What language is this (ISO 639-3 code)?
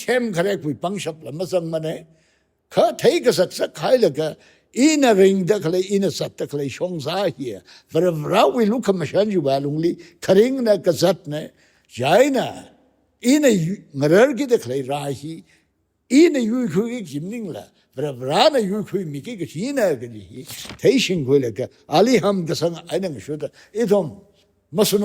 nmf